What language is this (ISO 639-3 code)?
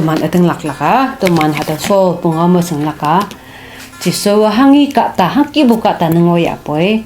nbe